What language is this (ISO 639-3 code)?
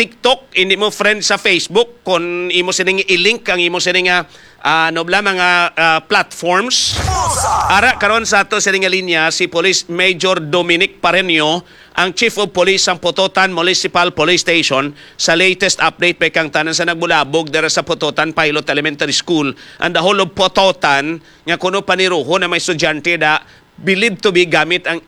hil